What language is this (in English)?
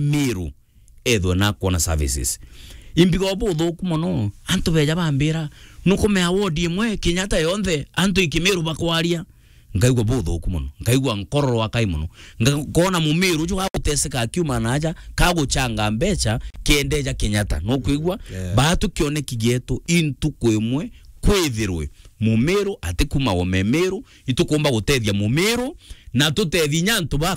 Meru